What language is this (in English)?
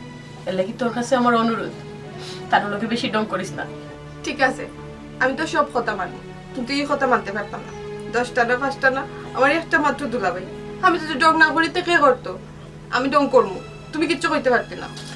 Sylheti